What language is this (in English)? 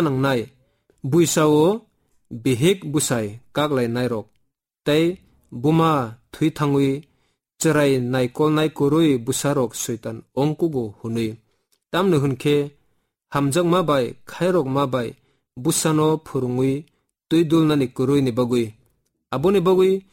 Kok Borok